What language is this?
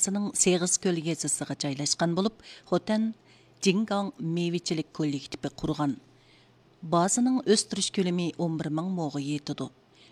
Uyghur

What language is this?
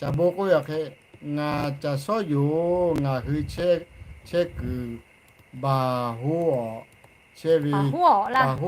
Lahu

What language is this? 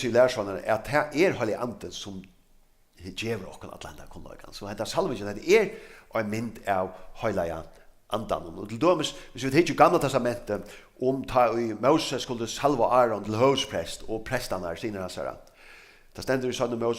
Faroese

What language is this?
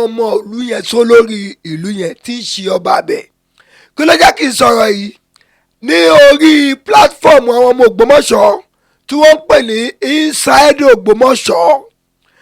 Yoruba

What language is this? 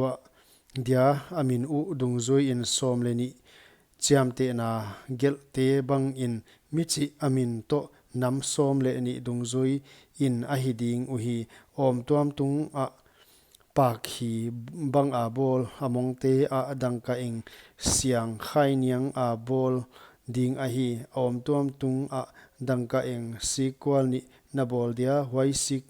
Paite Chin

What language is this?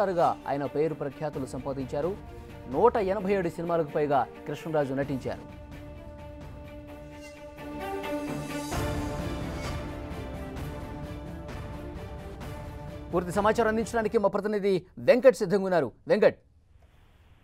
Telugu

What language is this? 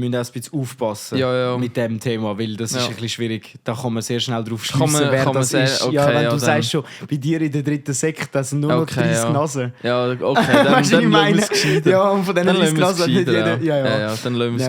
Swiss German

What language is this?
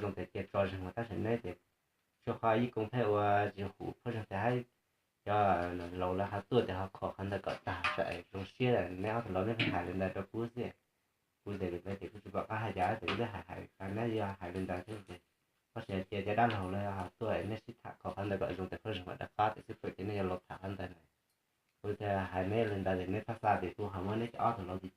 Hmong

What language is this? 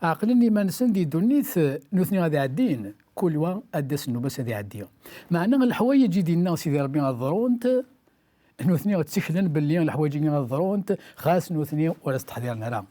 Kabyle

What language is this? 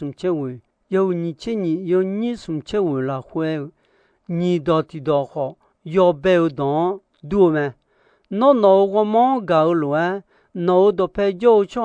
Akha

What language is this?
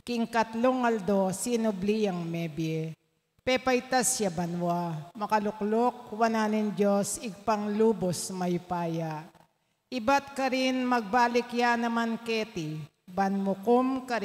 Pampanga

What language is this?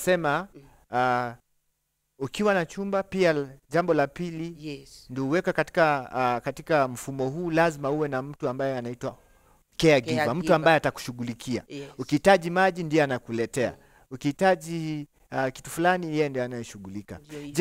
Swahili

